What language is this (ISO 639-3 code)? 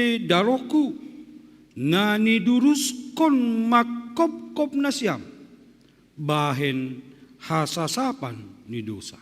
bts